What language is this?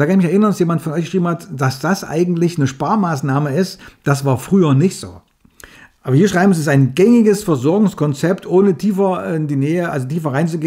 German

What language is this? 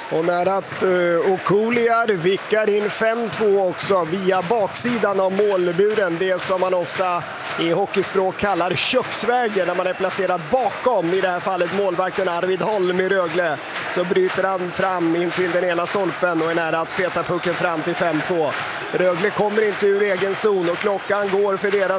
Swedish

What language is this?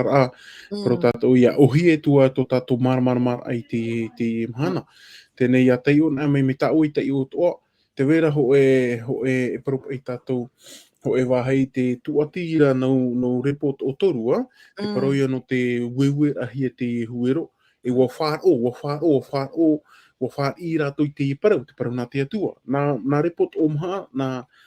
Tahitian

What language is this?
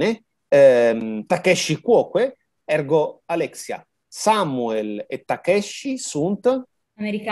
Latin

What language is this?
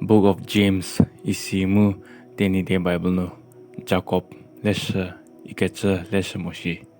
Angami Naga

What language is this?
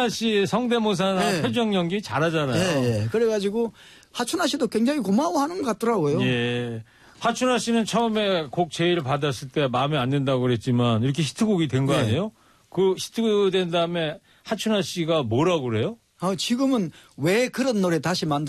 Korean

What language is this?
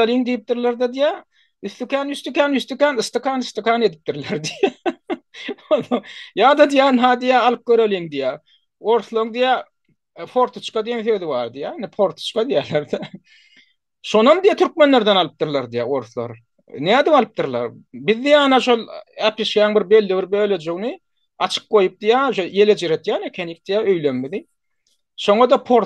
Turkmen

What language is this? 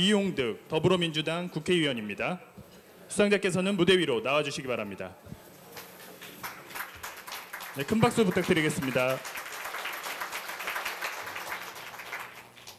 Korean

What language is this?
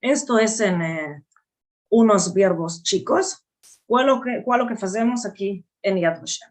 Ladino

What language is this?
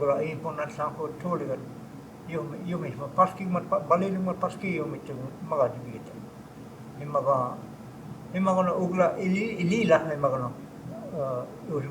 Choctaw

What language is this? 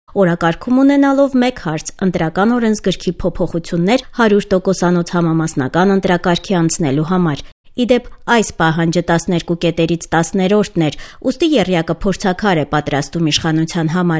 Armenian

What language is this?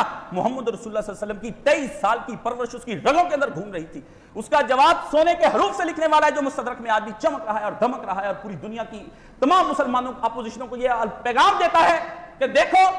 Urdu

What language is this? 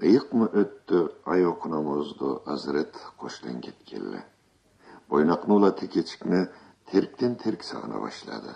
Karachay-Balkar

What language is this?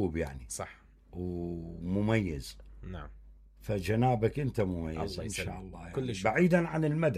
Mesopotamian Arabic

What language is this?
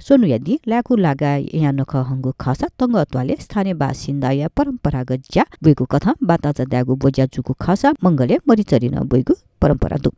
Newari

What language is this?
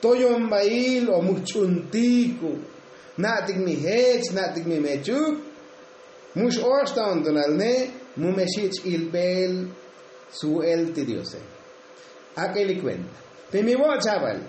Tzotzil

